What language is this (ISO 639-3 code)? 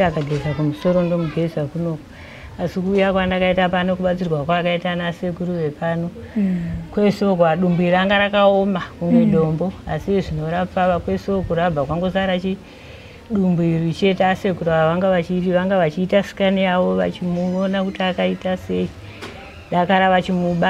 sna